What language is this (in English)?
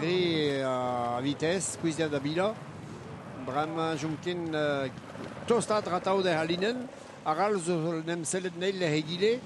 Breton